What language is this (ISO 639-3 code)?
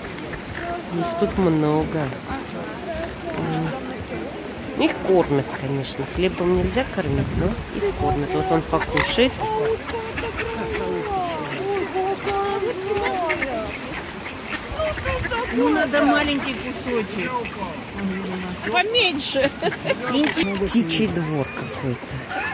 rus